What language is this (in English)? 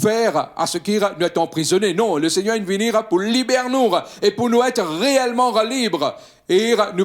Morisyen